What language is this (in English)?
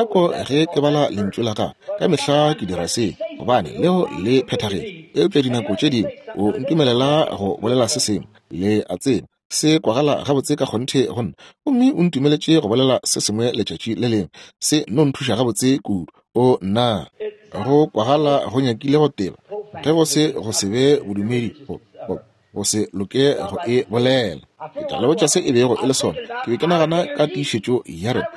Northern Sotho